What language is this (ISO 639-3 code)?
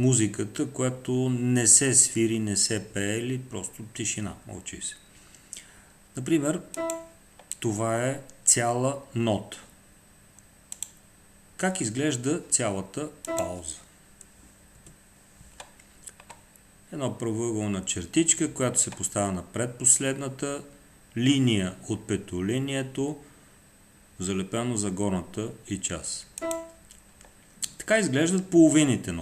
bul